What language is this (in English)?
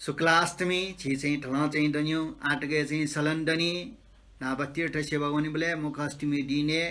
Newari